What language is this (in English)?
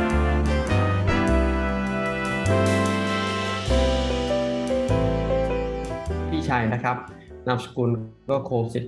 Thai